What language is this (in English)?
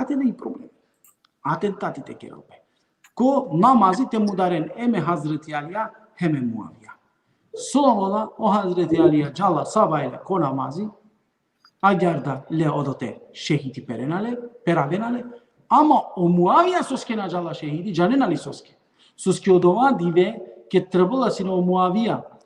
Balkan Romani